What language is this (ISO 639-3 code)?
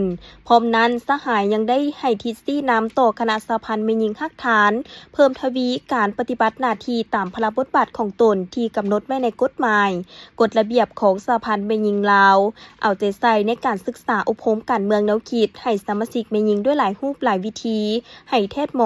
lao